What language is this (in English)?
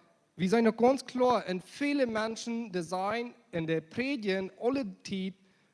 Plautdietsch